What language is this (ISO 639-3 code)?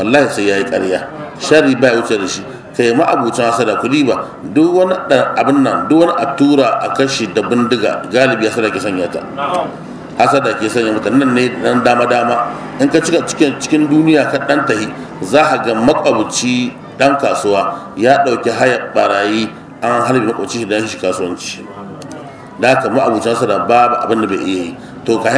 hau